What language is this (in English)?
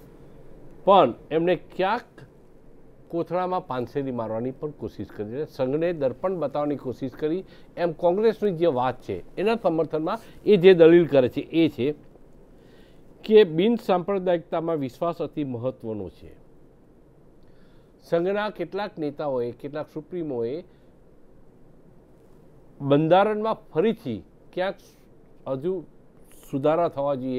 Gujarati